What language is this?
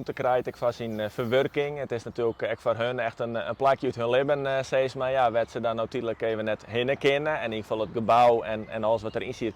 Western Frisian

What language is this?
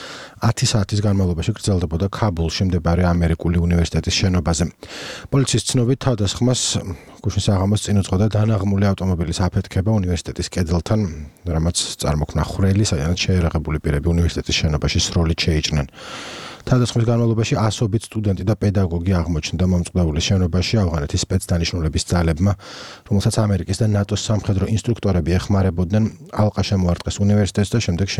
Georgian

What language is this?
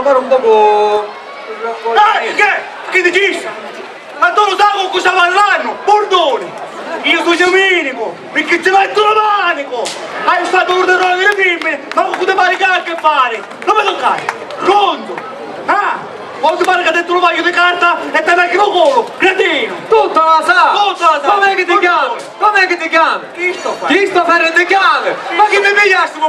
Sicilian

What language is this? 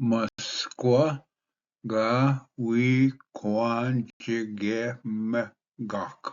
Ojibwa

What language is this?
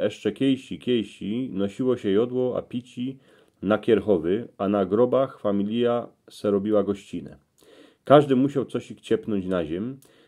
Silesian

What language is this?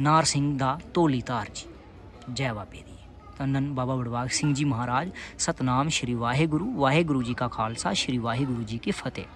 Dogri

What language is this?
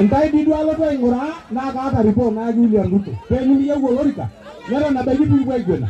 Masai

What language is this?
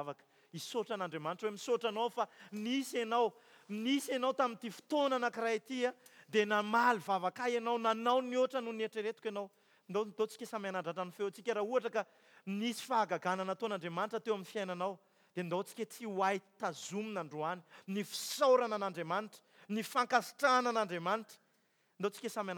Malagasy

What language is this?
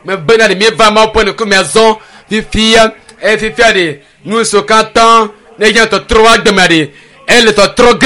Ewe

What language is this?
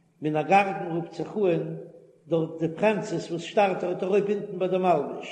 Yiddish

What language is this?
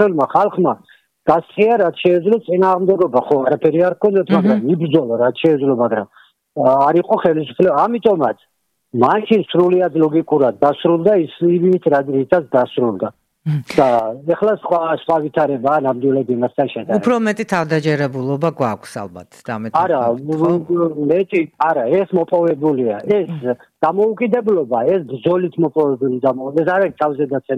Georgian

